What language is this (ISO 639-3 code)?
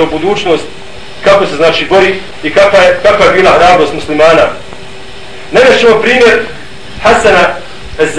bos